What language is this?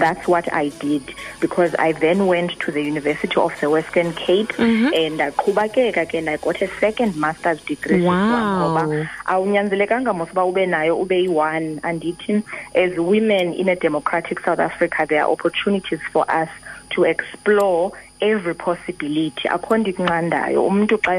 Xhosa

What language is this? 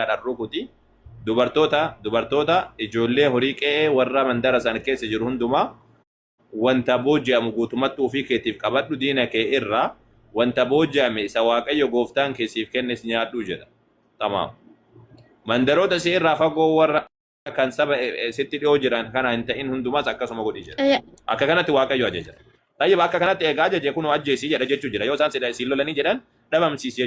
Oromo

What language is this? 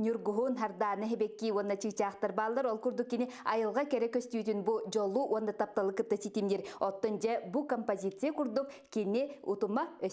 Yakut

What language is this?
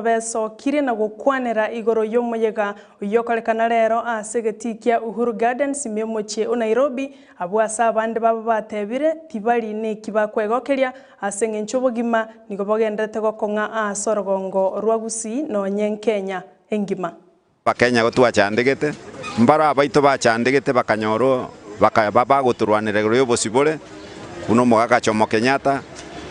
Gusii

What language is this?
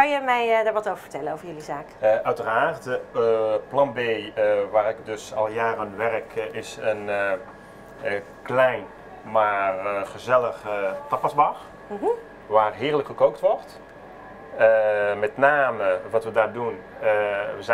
Dutch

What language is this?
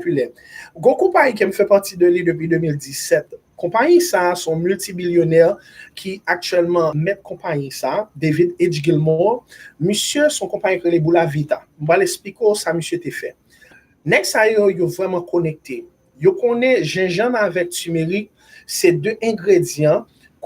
Haitian Creole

